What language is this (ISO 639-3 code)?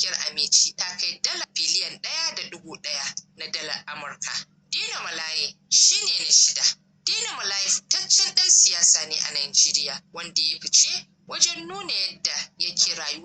hau